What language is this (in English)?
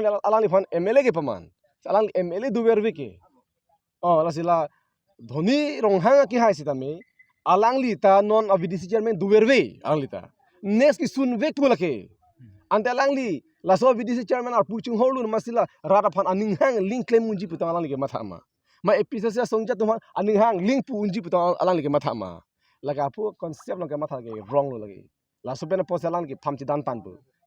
Karbi